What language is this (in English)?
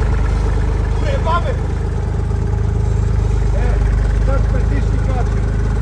Serbian